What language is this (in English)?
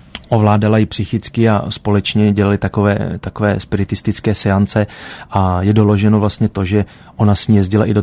Czech